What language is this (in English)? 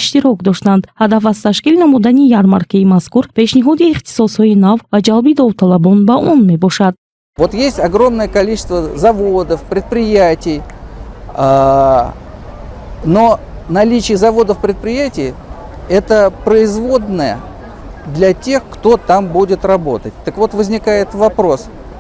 Tajik